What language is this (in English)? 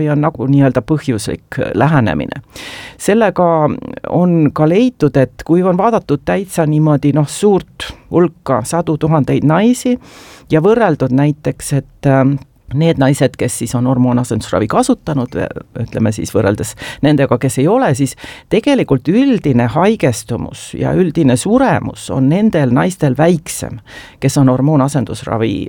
Estonian